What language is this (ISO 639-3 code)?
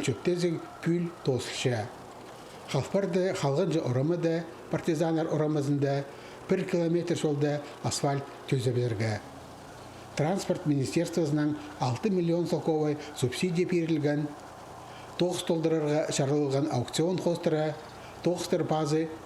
kjh